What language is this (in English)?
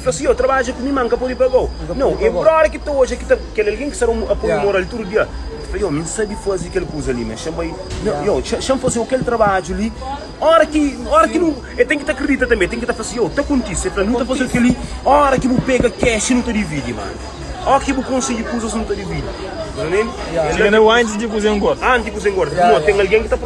Kabuverdianu